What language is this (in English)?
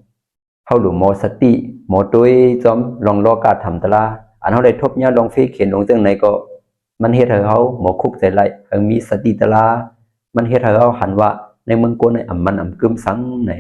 Shan